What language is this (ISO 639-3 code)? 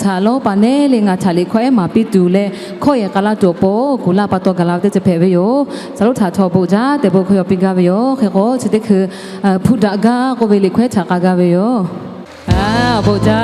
lhu